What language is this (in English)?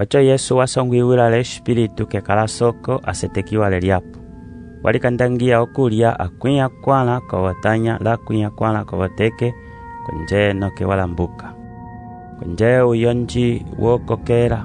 Umbundu